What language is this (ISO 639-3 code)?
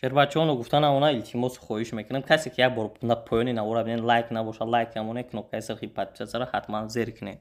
tgk